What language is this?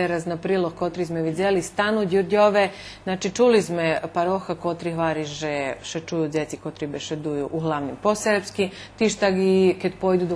Rusyn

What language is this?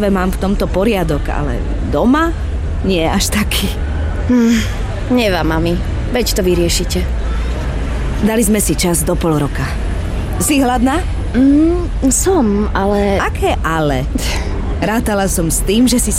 Slovak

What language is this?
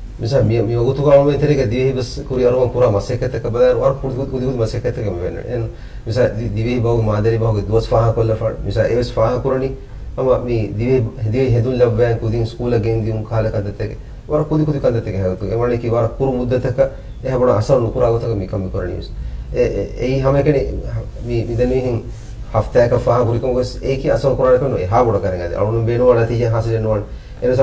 Divehi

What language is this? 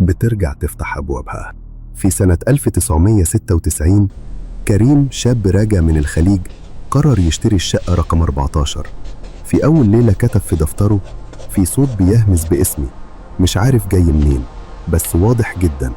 Egyptian Arabic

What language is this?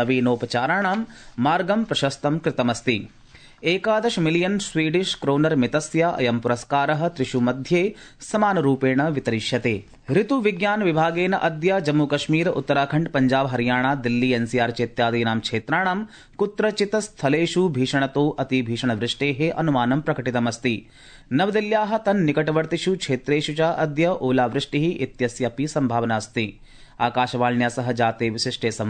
Sanskrit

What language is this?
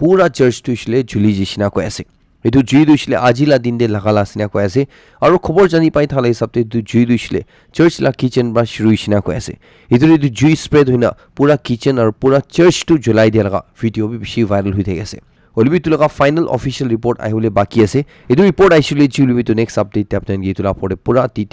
Naga Pidgin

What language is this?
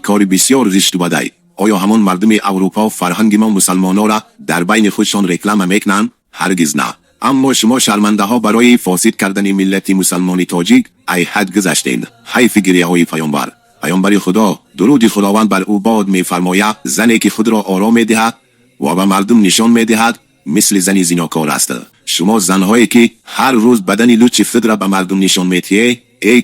Tajik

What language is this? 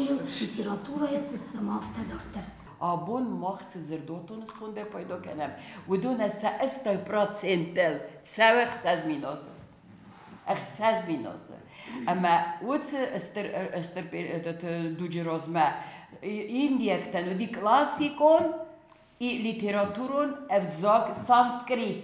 Ossetic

